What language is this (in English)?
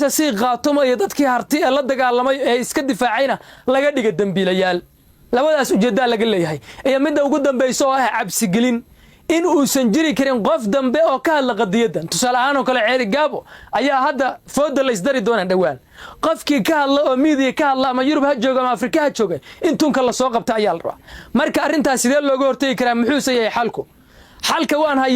Somali